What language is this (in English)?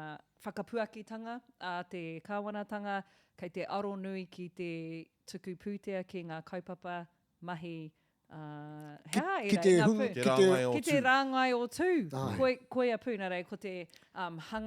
Māori